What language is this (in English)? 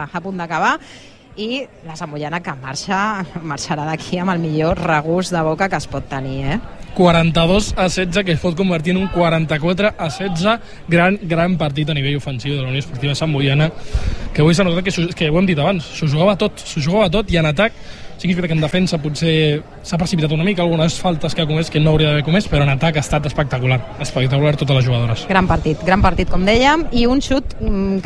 Catalan